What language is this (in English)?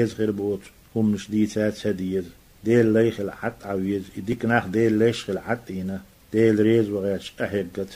Chechen